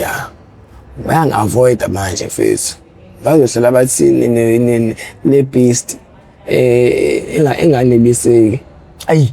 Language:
Zulu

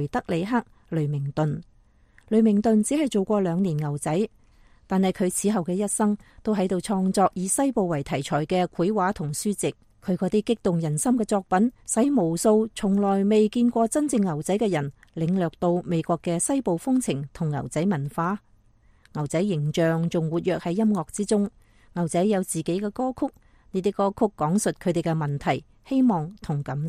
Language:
Cantonese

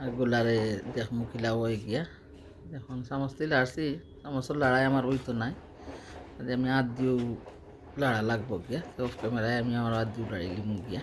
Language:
Sylheti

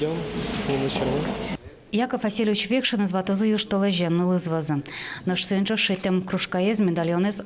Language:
Udmurt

